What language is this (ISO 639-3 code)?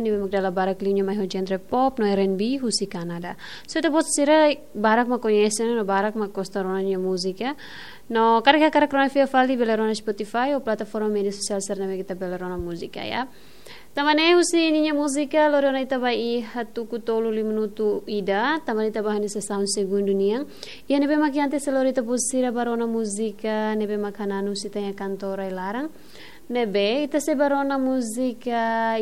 tet